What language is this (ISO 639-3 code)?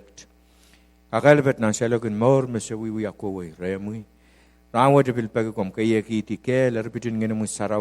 pon